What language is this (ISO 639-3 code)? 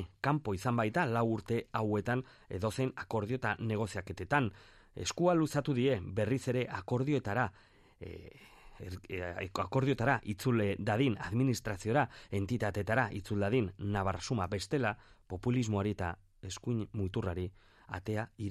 eus